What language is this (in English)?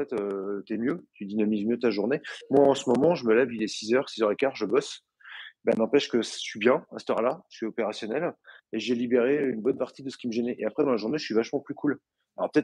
French